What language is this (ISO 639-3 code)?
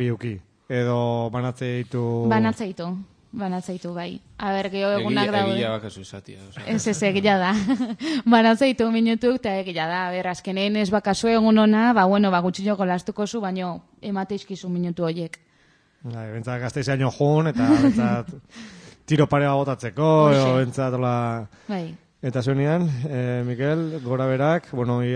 eus